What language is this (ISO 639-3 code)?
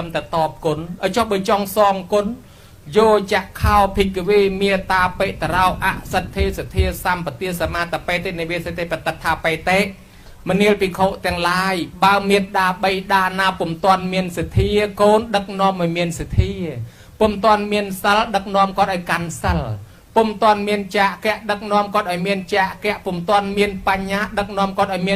khm